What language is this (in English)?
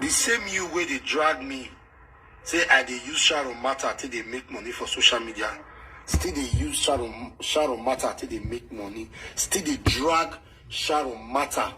Nigerian Pidgin